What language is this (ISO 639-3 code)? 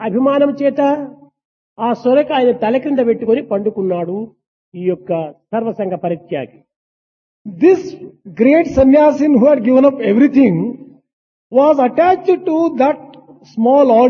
tel